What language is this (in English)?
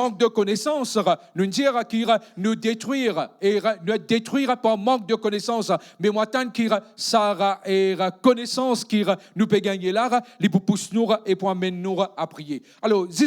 Morisyen